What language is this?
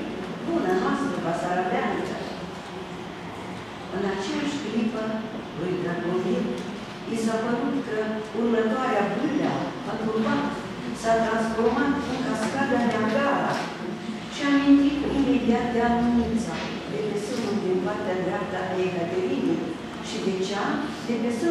Romanian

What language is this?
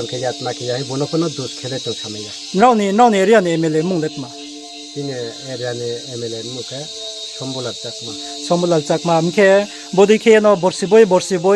Riang (India)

